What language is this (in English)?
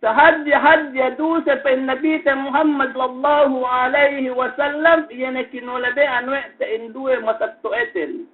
Yakan